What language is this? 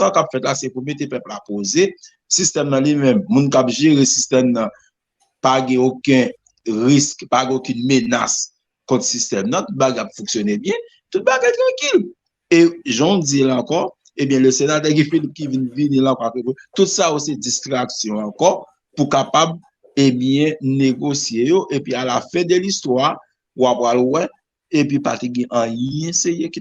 Haitian Creole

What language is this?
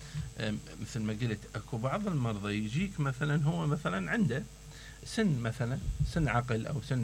Mesopotamian Arabic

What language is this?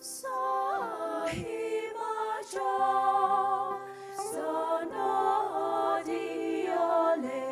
Poumei Naga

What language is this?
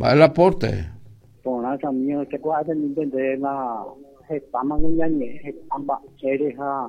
Guarani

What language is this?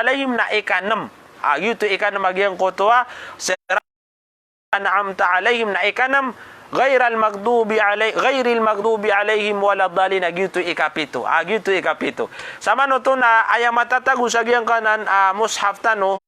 Maranao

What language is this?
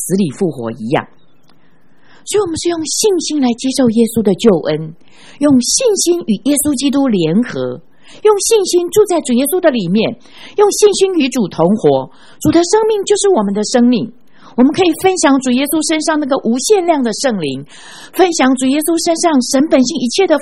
Chinese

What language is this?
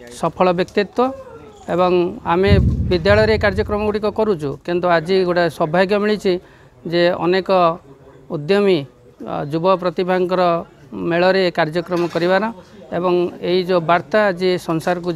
Odia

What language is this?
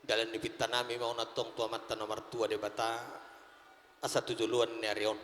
Batak Toba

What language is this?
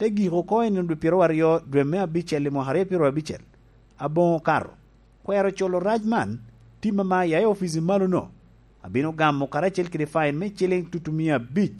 Lango (Uganda)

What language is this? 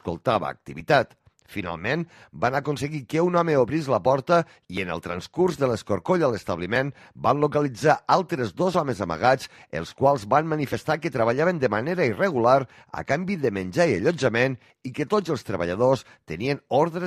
Catalan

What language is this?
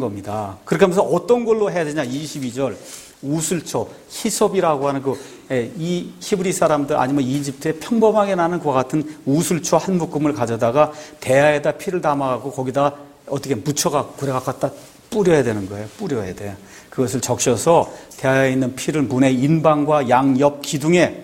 Korean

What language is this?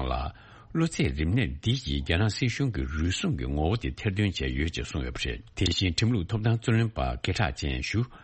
Tibetan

